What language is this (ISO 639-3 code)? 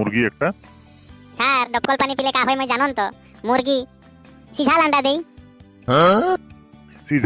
sck